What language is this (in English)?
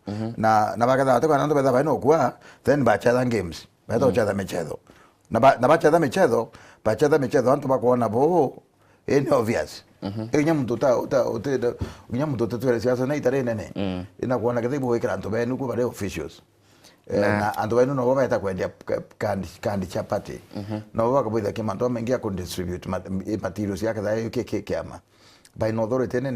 Meru